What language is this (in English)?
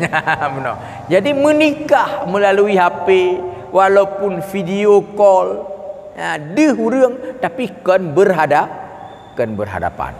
Achinese